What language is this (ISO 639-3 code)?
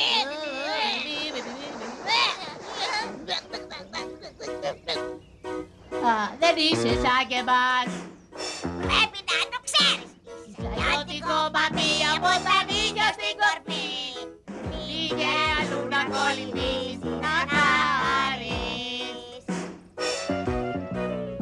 ell